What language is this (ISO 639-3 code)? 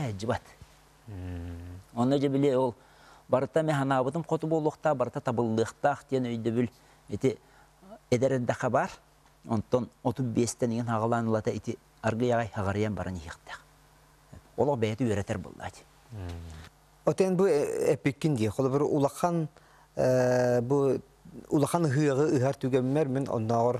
sah